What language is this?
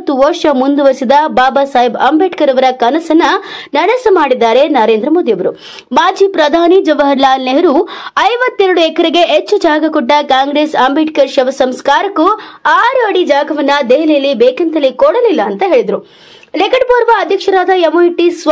Kannada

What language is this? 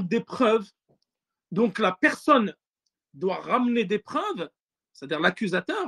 French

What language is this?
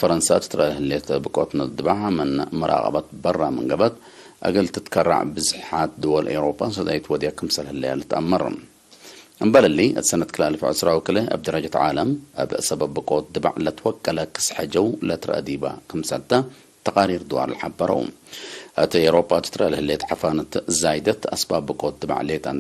Tigre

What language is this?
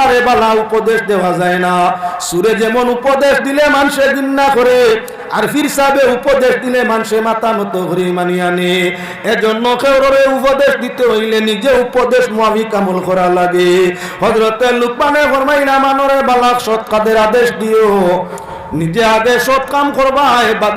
Sylheti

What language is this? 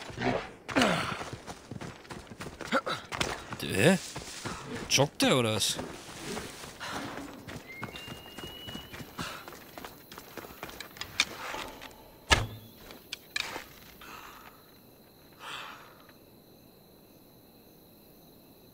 German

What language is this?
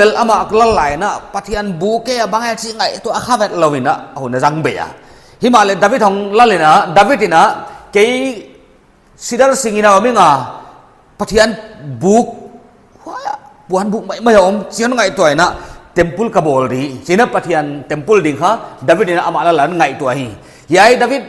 Paite Chin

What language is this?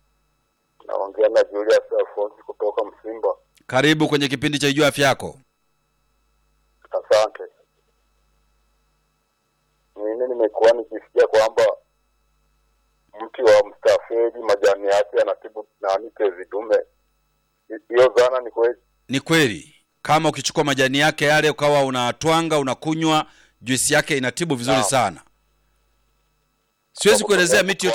Swahili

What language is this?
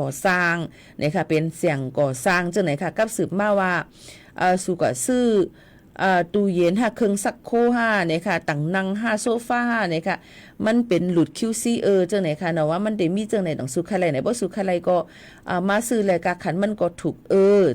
Shan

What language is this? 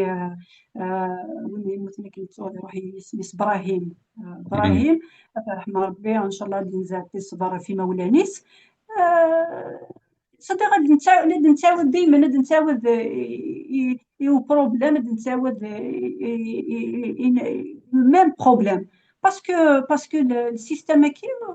Kabyle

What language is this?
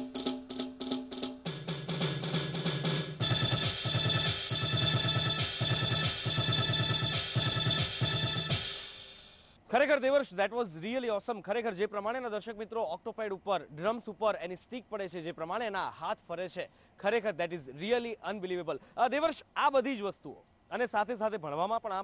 Gujarati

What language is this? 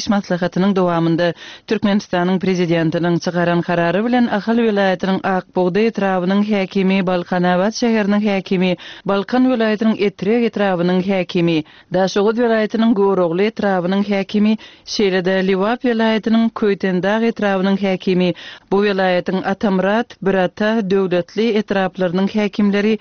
Turkmen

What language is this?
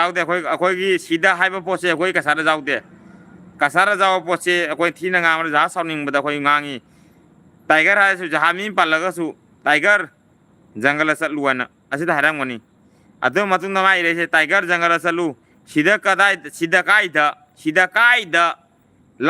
Manipuri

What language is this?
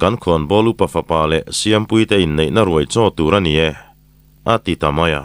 Mizo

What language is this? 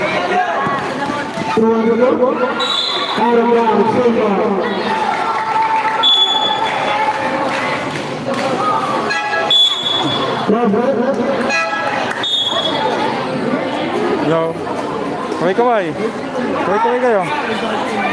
Filipino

